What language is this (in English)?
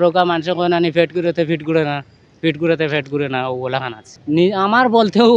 Sylheti